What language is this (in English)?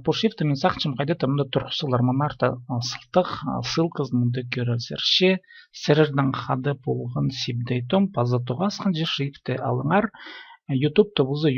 Khakas